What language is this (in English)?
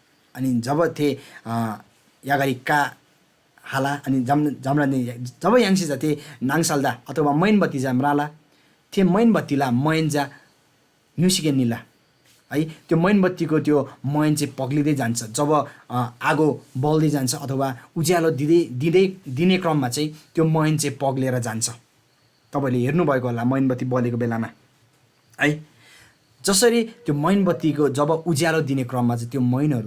Eastern Tamang